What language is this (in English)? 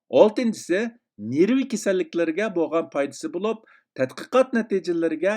Uyghur